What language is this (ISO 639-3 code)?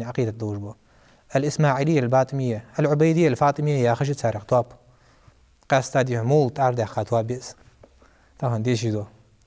inh